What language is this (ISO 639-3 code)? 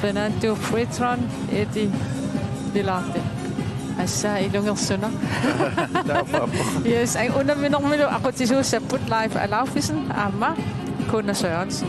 kal